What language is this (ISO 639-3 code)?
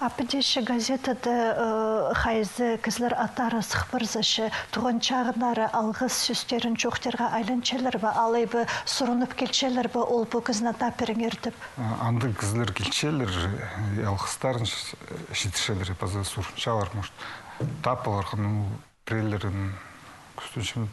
kjh